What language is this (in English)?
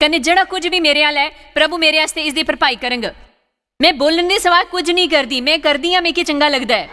Dogri